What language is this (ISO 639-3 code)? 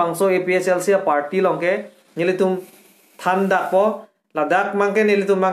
mjw